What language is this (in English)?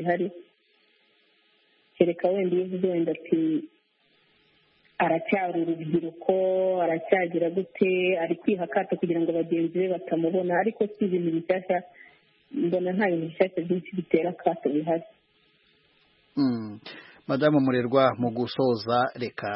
Kinyarwanda